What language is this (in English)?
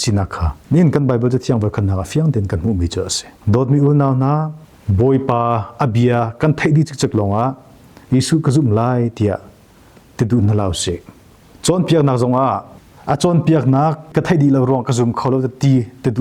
Hakha Chin